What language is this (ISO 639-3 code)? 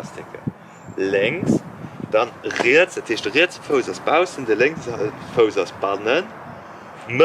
ltz